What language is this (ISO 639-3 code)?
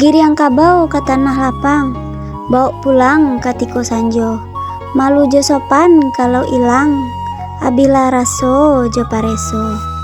min